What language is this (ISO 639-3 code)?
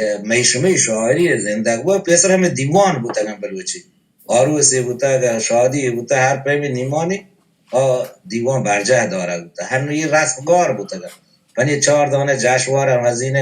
bal